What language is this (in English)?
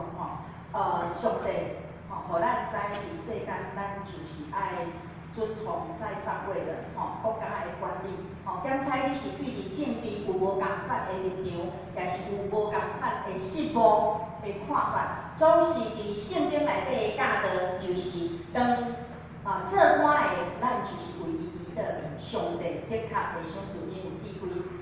Min Nan Chinese